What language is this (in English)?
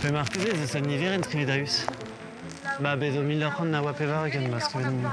Breton